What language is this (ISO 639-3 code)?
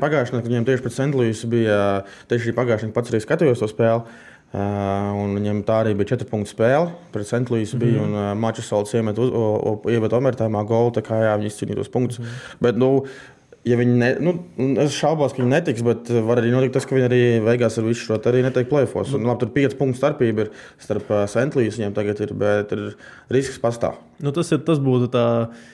lav